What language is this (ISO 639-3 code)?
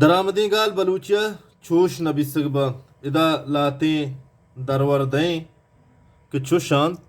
bal